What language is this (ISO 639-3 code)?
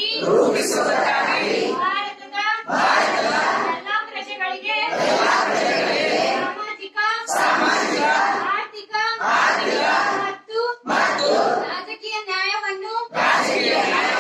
kan